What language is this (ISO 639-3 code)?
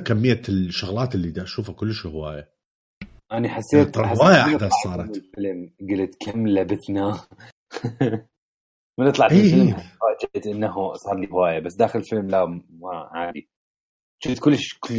acm